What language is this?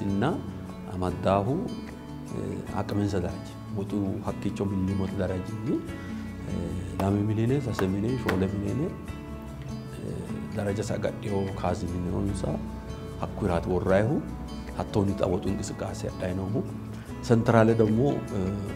Sidamo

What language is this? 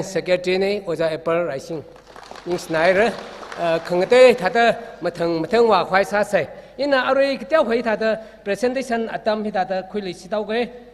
Tangkhul Naga (India)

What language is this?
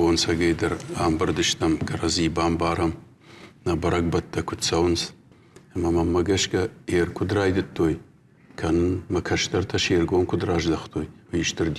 Ossetic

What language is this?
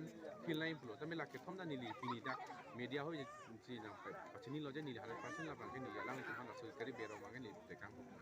Karbi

